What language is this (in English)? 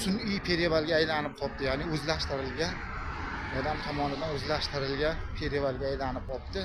Uzbek